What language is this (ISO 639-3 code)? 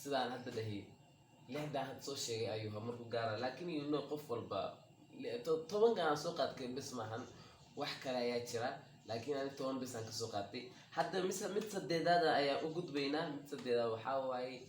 som